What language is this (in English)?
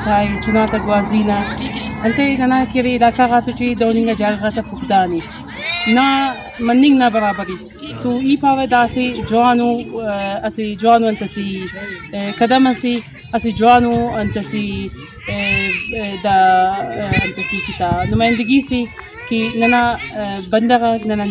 Brahui